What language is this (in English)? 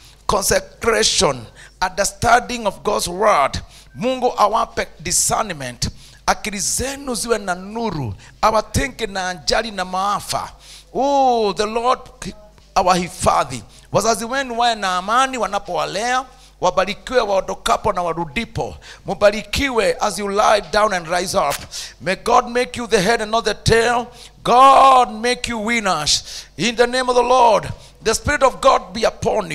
Swahili